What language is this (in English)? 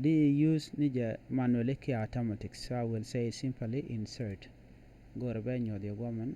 Nuer